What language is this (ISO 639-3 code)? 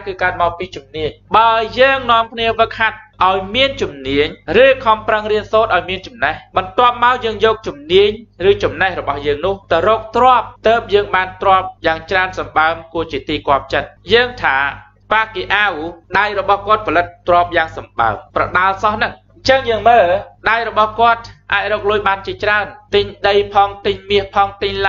khm